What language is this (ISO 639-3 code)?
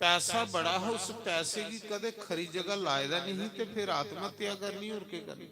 doi